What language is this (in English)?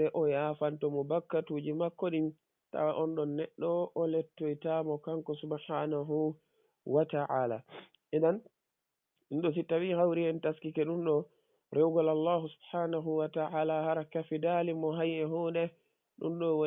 Fula